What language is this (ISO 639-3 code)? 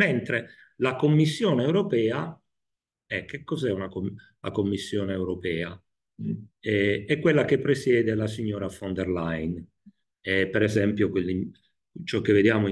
ita